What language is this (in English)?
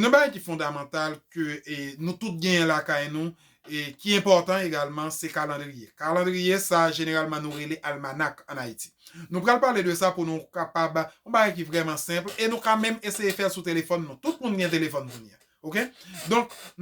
Haitian Creole